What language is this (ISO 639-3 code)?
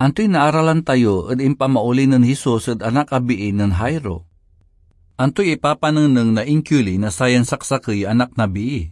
pag